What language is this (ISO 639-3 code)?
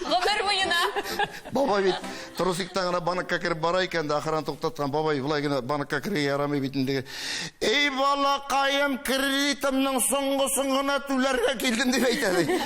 tat